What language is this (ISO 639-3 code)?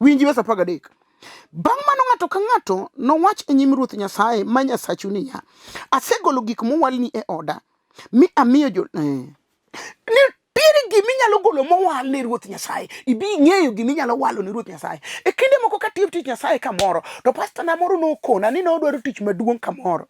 luo